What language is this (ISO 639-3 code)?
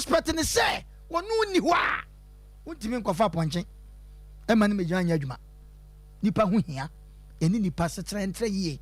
aka